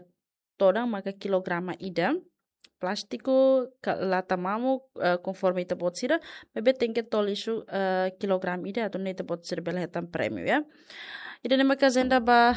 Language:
Tetum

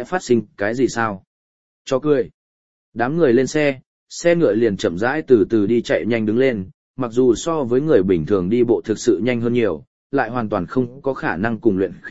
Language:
Vietnamese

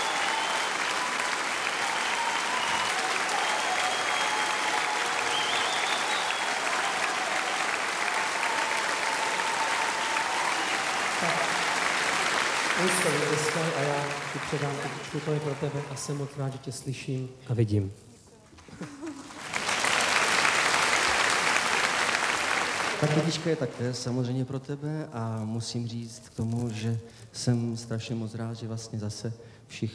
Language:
Czech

